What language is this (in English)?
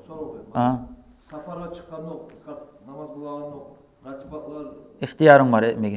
Kumyk